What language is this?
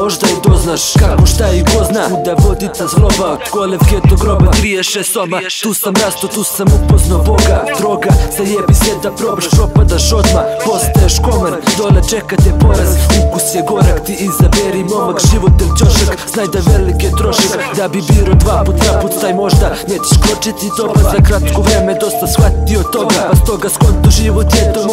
Serbian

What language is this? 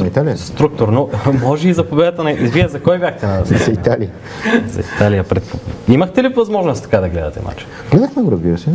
Bulgarian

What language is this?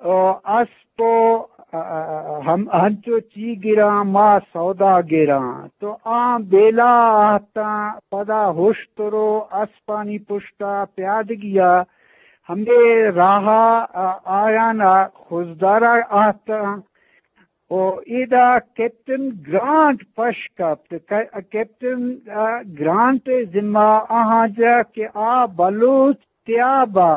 Eastern Balochi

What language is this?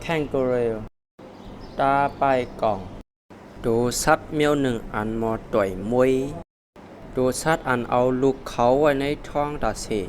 Shan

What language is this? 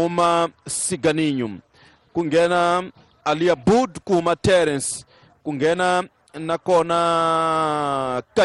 Tsonga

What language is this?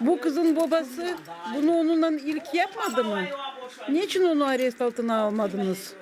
Gagauz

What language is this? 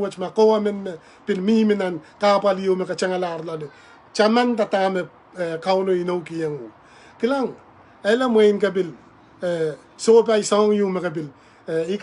Pohnpeian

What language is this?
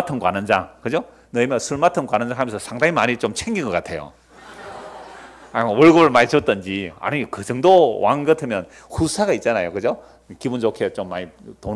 Korean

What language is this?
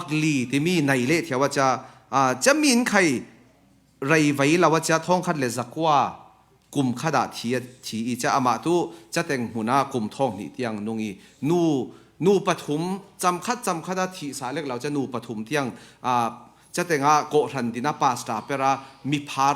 Falam Chin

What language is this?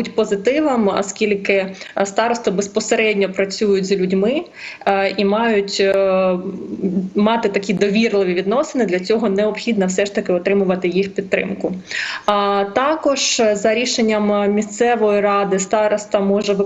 Ukrainian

